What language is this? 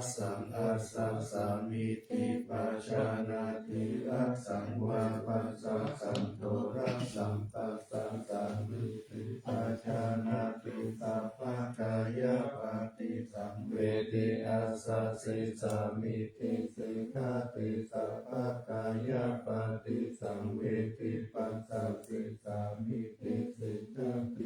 Pali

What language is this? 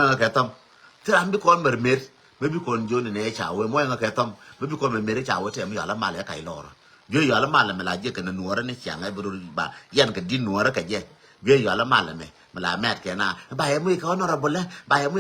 Nuer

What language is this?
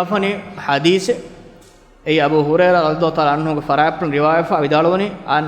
Divehi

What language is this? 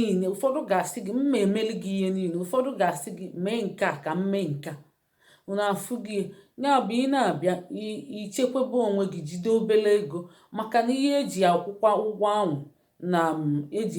Igbo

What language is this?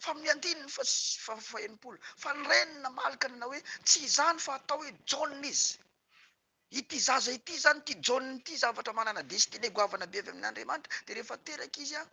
Malagasy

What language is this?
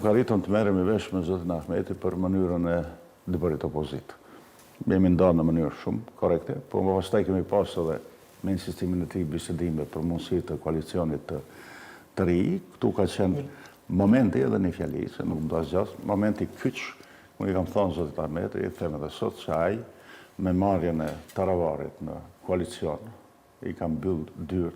Albanian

